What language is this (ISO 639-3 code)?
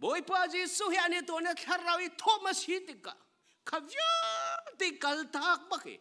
cnh